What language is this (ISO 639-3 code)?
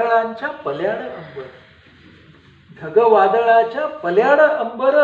mar